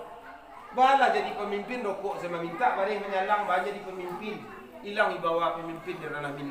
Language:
Minangkabau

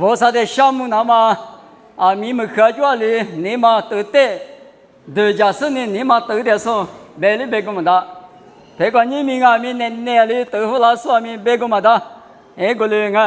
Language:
Lisu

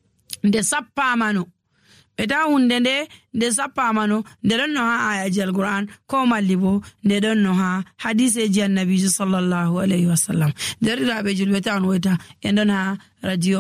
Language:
Nigerian Fulfulde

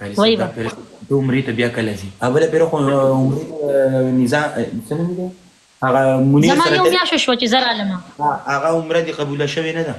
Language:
Pashto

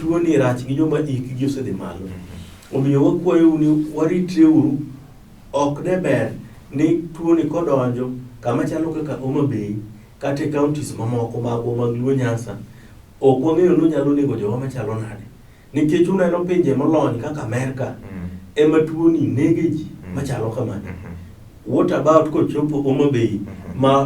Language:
Luo (Kenya and Tanzania)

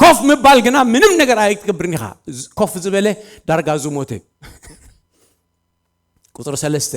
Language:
Tigrinya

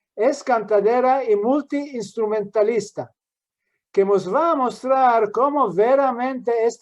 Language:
Ladino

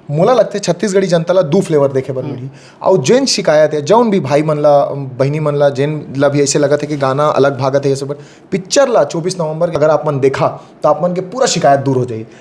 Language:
Chhattisgarhi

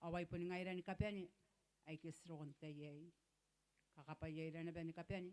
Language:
Gilbertese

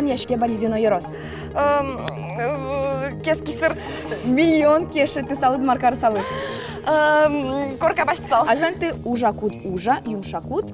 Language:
Udmurt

